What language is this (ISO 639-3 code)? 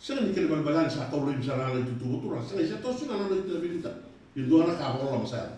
fij